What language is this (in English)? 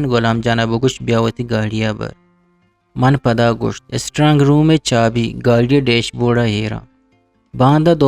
Eastern Balochi